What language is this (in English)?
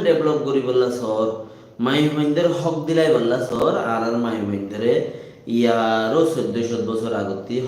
Rohingya